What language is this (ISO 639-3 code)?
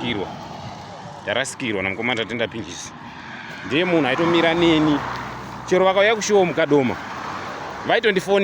sna